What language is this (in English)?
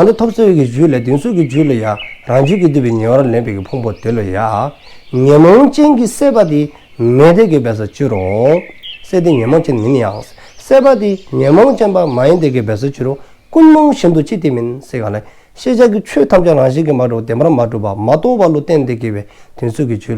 Dzongkha